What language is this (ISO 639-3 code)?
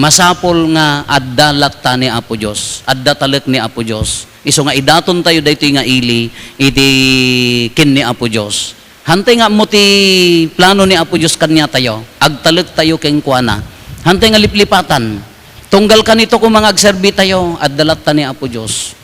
ilo